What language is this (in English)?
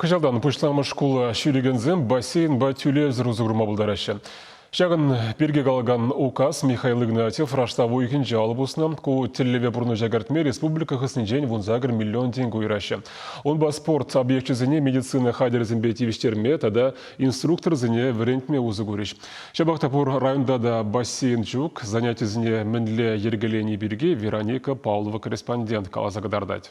Chuvash